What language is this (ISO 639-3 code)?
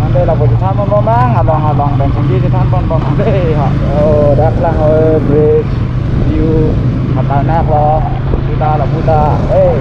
mjw